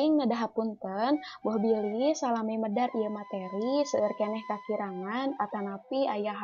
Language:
Sundanese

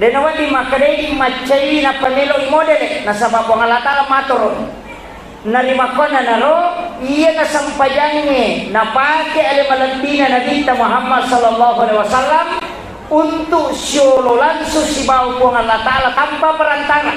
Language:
Buginese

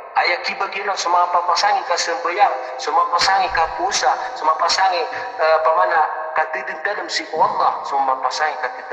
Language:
Maranao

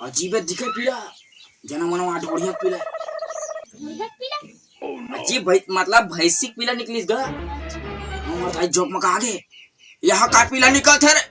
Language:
Chhattisgarhi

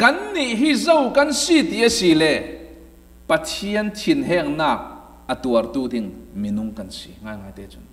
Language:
Falam Chin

